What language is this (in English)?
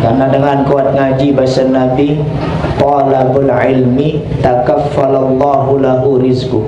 Sasak